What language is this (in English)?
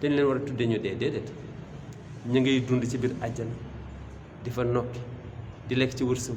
Wolof